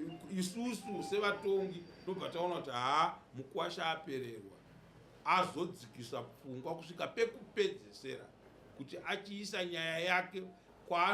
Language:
Shona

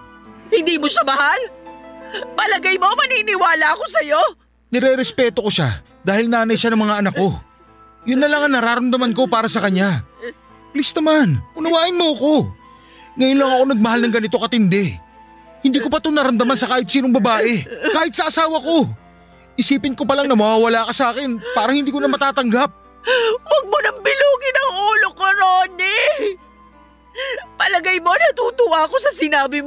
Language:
Filipino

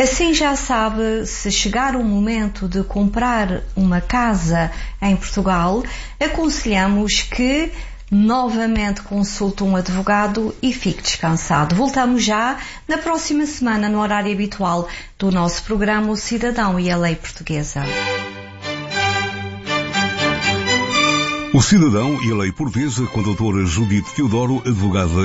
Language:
Portuguese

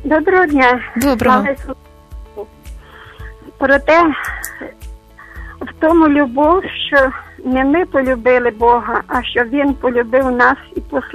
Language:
Ukrainian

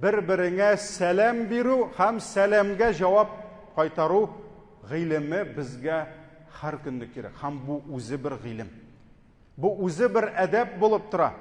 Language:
Tatar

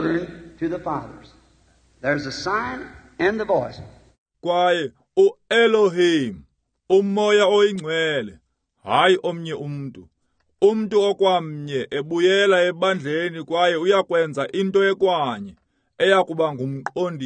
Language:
Xhosa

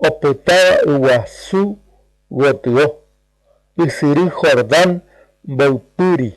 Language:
Guarani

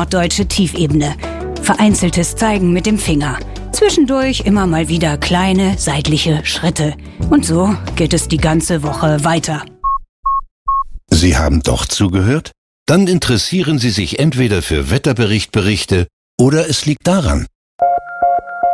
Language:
German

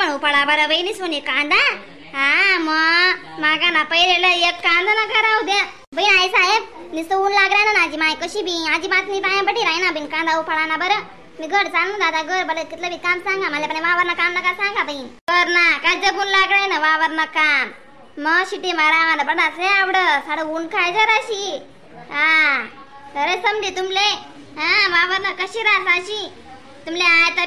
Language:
Khandesi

